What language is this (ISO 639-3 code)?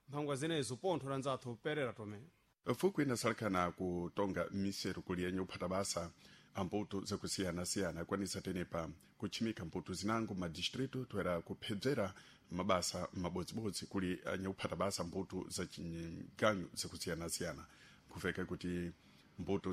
seh